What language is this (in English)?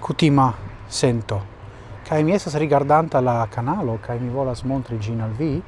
Esperanto